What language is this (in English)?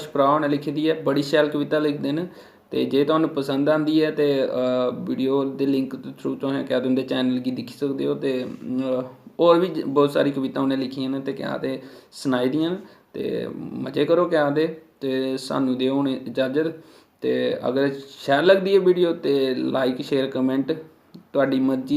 Dogri